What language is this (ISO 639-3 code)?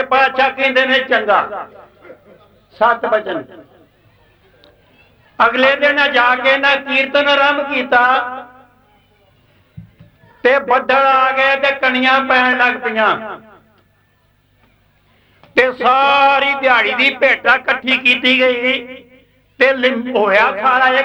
pan